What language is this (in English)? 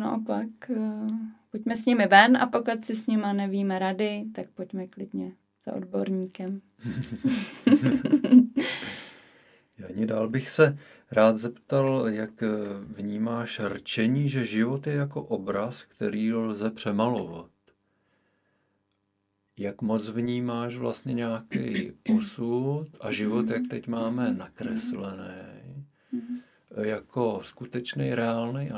Czech